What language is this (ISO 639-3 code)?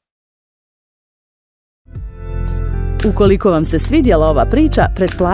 bos